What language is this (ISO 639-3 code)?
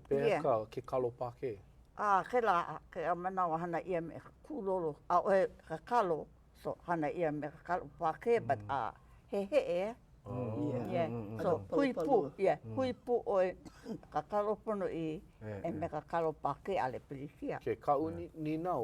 haw